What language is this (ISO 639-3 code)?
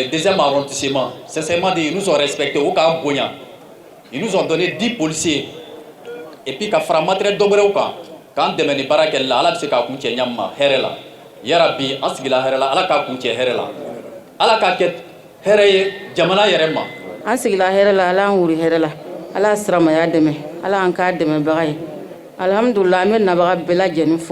bam